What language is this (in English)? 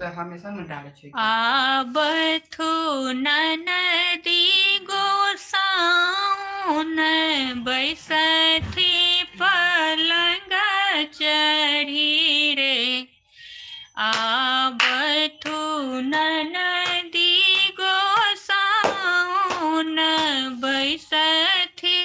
Maithili